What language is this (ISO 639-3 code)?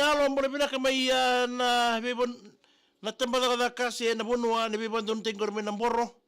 fij